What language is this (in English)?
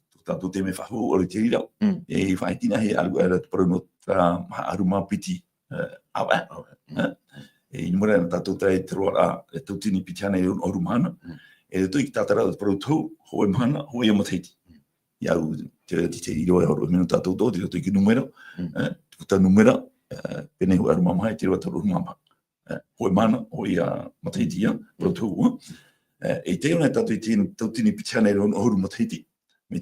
Tahitian